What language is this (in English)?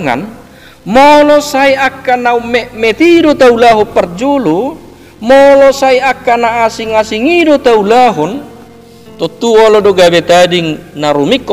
Batak Toba